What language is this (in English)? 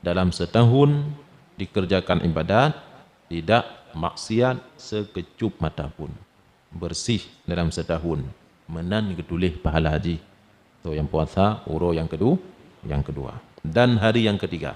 Achinese